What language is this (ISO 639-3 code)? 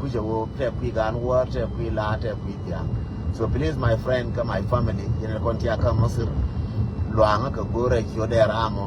nus